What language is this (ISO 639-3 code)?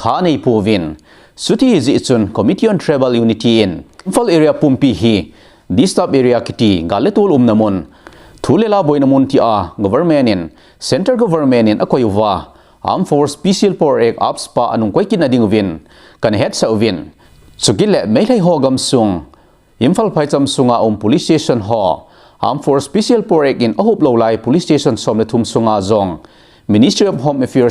tcz